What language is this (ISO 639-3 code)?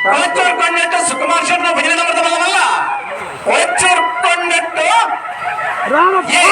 tcy